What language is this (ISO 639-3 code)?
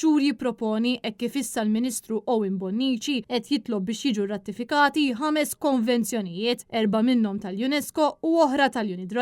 mlt